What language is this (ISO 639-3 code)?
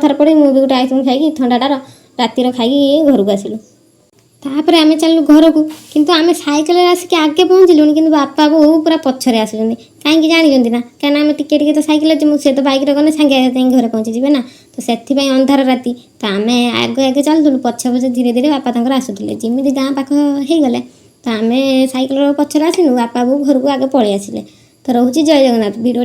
ori